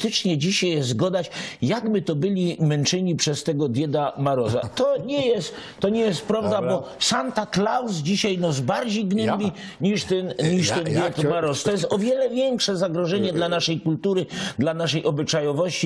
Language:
Silesian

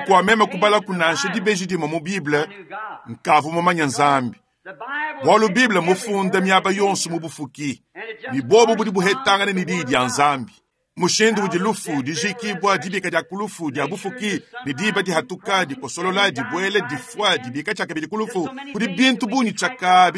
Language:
Luba-Lulua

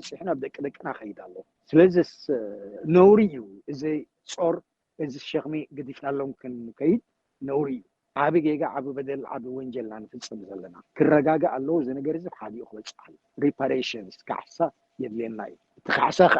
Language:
Tigrinya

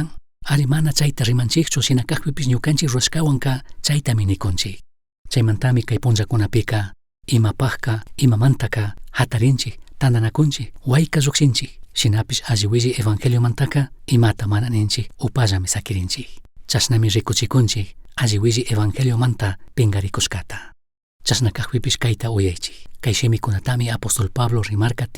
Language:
Chimborazo Highland Quichua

